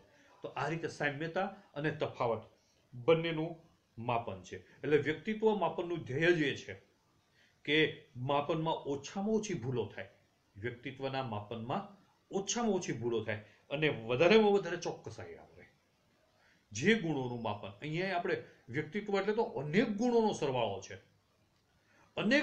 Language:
Gujarati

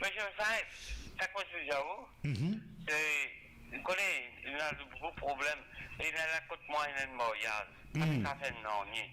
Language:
Morisyen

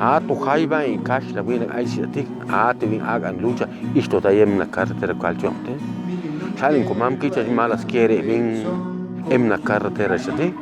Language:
Chuj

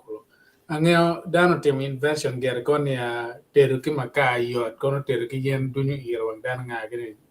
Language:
Acoli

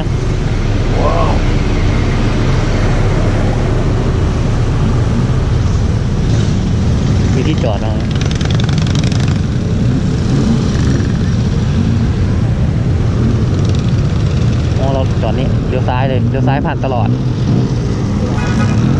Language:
Thai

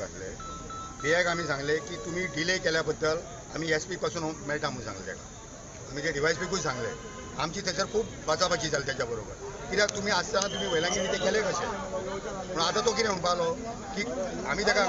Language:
Konkani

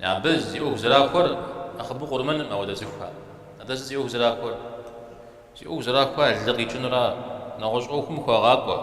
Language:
Kabardian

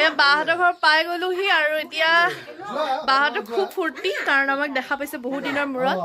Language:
Assamese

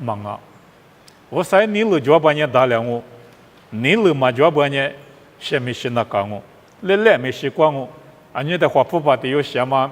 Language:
Lisu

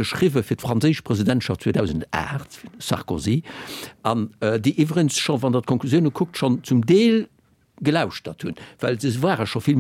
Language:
Luxembourgish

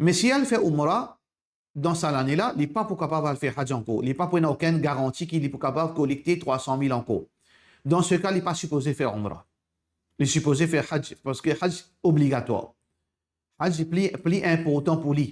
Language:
Morisyen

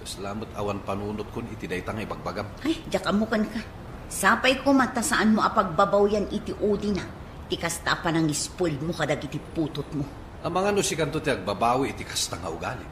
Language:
Iloko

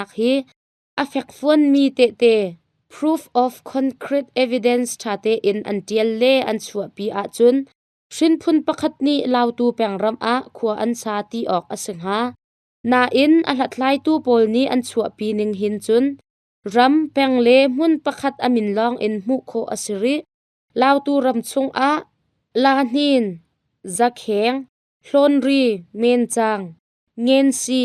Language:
Hakha Chin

